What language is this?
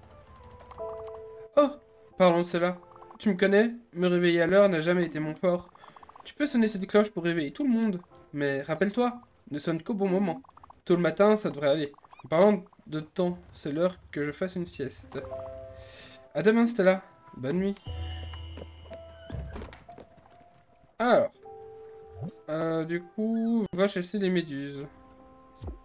French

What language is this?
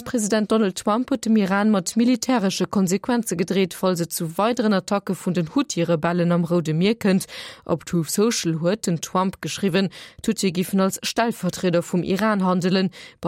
Luxembourgish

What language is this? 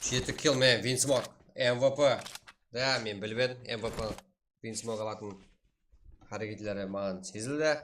Kara-Kalpak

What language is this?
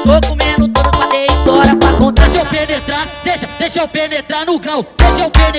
Portuguese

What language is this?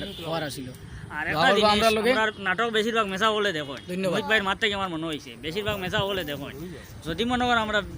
Sylheti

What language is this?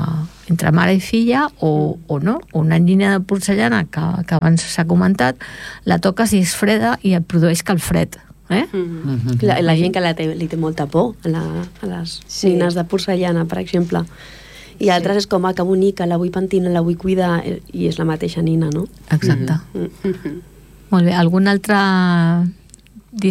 Catalan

